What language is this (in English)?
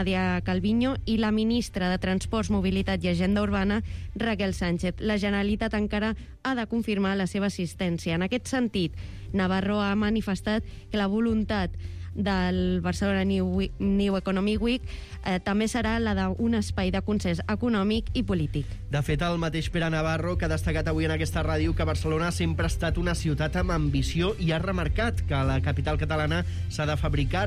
Catalan